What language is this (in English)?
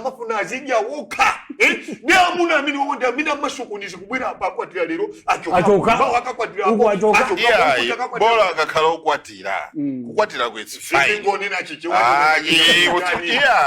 Nyanja